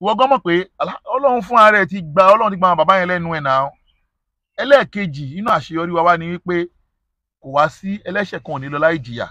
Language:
Yoruba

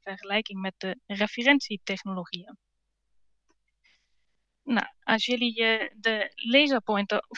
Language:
Dutch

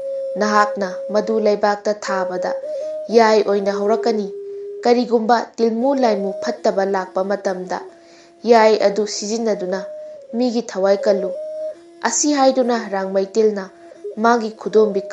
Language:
Manipuri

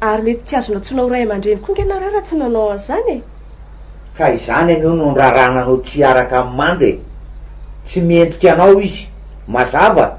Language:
Malagasy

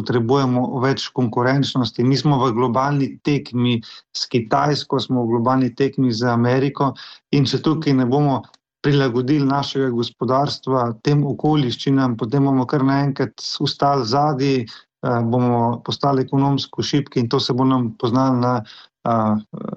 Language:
Slovenian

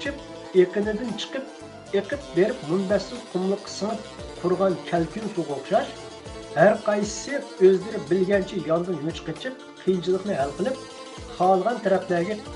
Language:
Uyghur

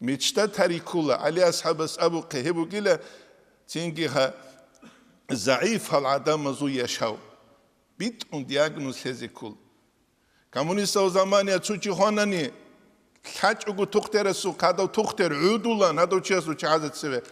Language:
Avaric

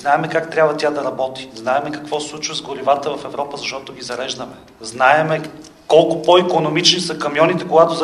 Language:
Bulgarian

